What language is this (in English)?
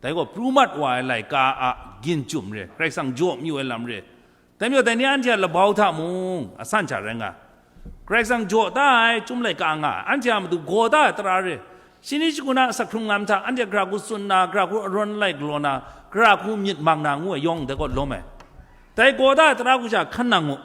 Kachin